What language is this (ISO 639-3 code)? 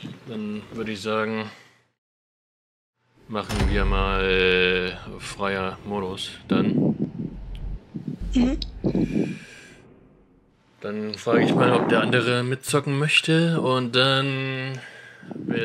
deu